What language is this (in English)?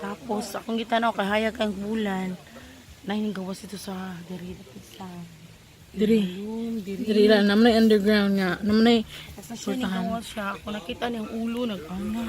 Cebuano